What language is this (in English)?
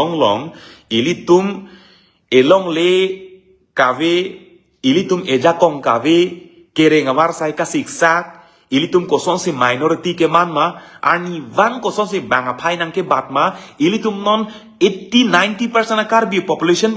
Karbi